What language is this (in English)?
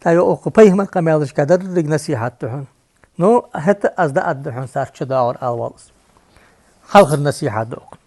Ingush